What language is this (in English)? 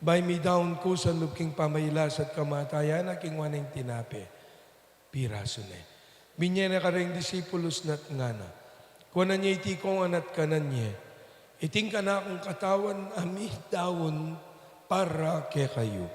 Pampanga